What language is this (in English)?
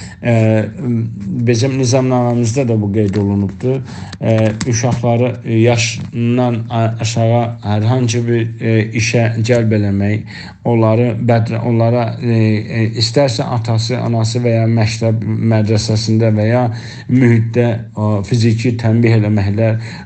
South Azerbaijani